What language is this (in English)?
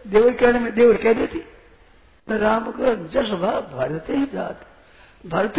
Hindi